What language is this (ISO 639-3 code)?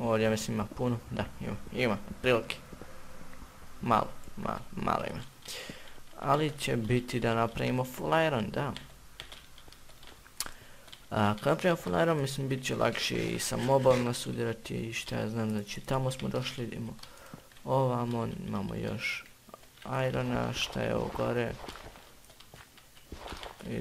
hrv